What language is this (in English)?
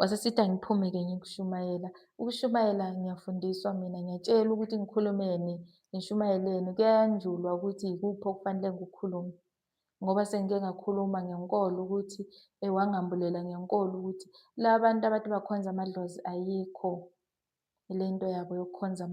Zulu